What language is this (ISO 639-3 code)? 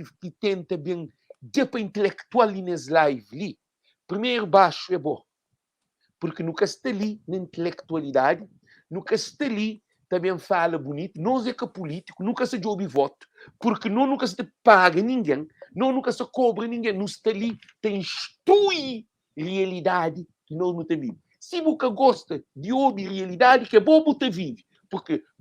kea